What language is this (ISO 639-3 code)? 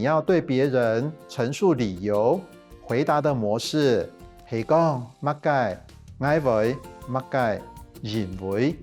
hak